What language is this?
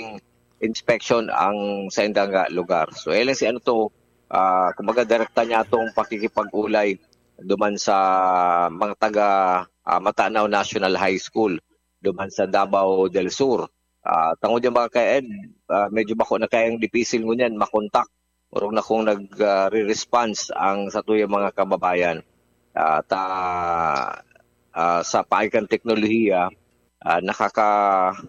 Bikol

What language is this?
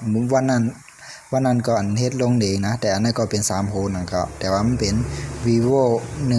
Shan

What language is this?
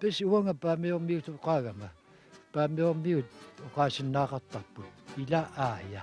Kalaallisut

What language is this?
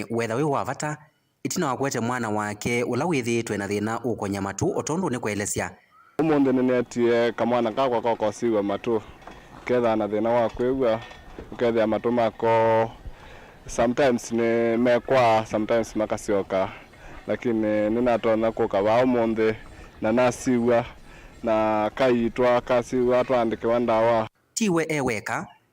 Kamba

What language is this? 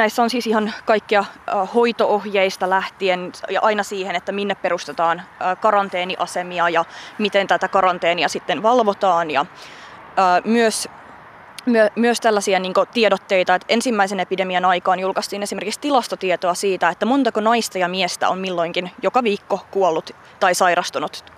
Finnish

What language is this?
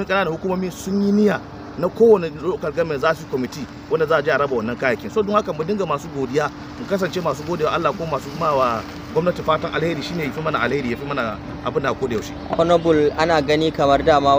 Hausa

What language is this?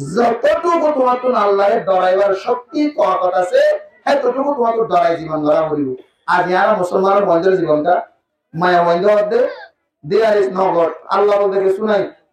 Rohingya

